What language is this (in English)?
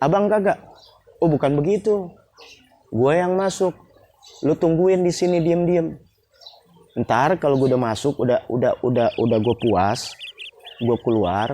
Betawi